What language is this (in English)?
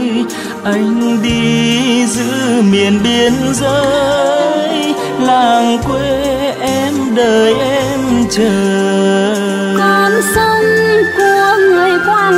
Vietnamese